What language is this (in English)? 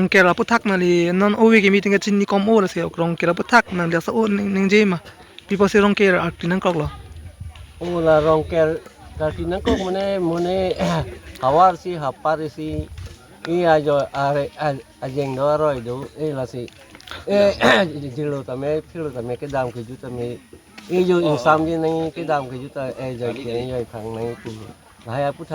Karbi